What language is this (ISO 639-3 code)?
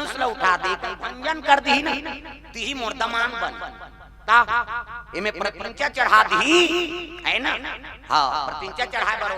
hne